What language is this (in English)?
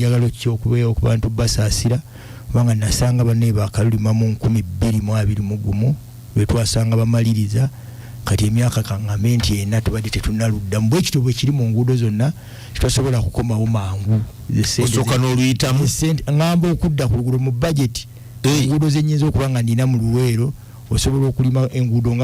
Ganda